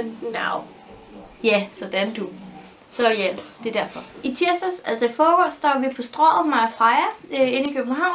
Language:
Danish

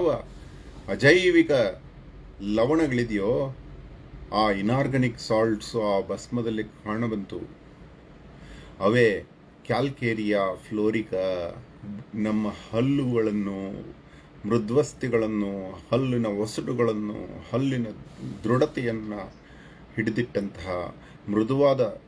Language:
Kannada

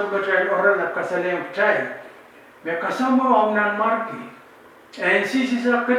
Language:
Pohnpeian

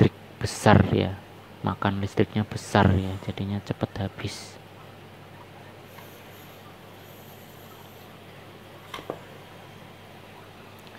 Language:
Indonesian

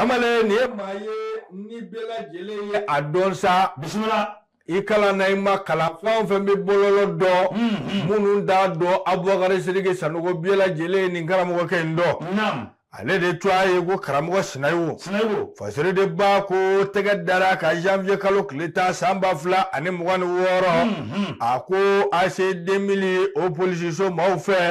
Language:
Bambara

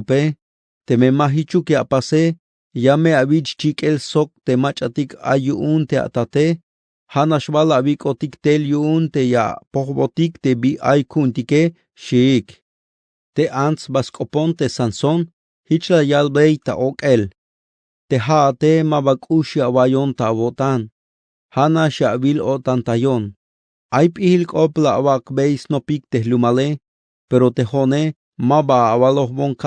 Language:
Tzeltal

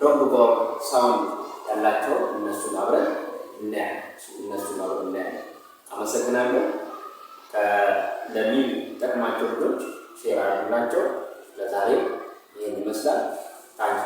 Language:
Amharic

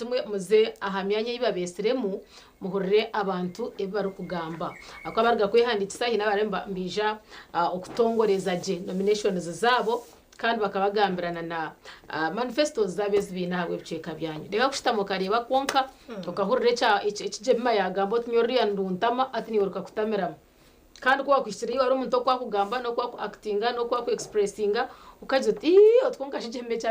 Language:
Nyankole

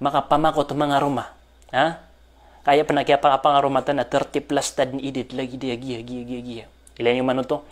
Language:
Maranao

